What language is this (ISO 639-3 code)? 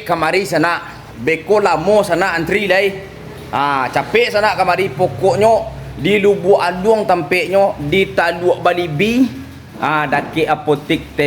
min